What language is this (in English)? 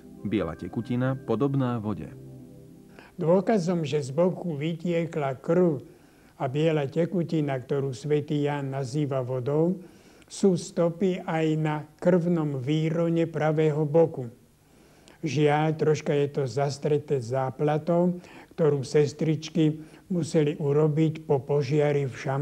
Slovak